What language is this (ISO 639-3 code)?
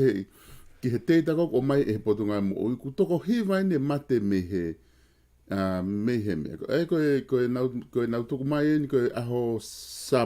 ton